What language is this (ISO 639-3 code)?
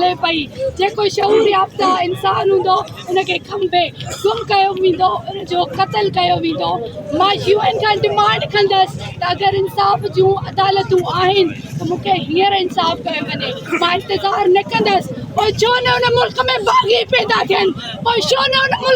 snd